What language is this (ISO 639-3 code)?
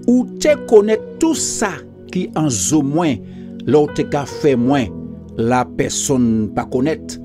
gcf